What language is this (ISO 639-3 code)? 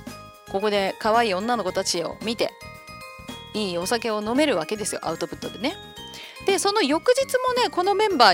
jpn